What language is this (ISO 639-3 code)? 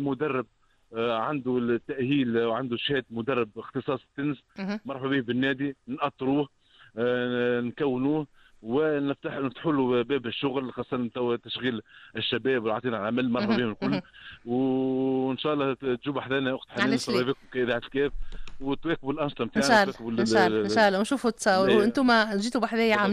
aeb